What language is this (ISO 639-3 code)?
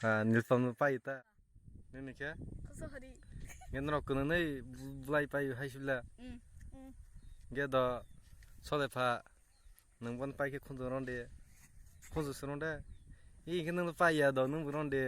trp